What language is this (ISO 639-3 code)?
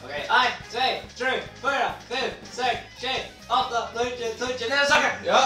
fao